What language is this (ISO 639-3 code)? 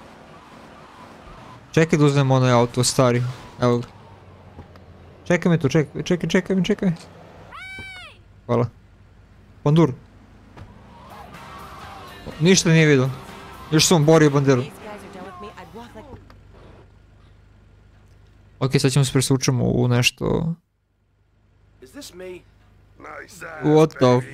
hrv